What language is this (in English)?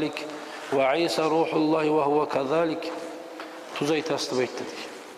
Kumyk